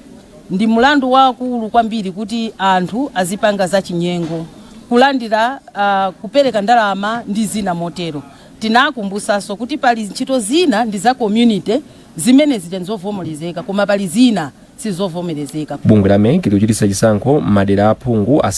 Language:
Nyanja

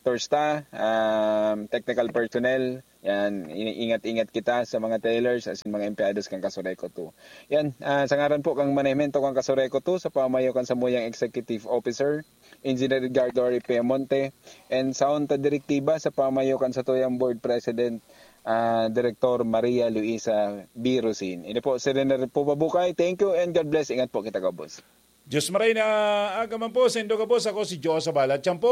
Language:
Bikol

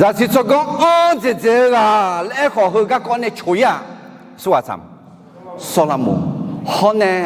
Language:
Akha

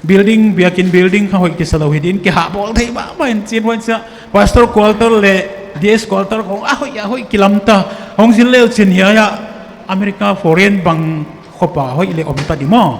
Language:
Tedim Chin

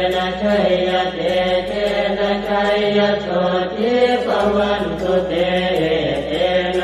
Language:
Pali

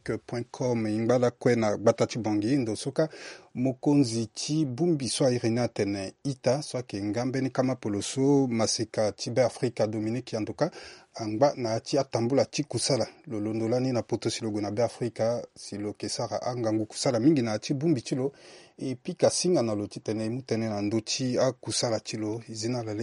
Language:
Sango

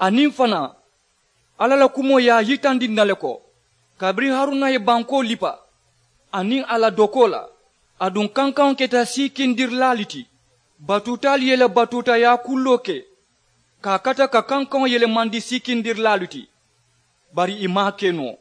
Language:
Mandingo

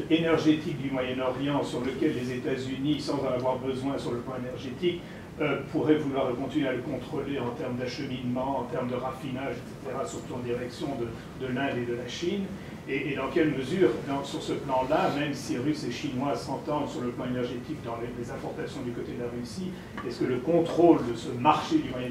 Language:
French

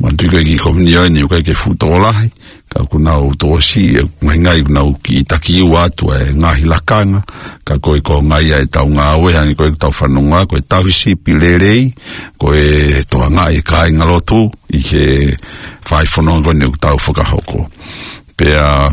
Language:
Tongan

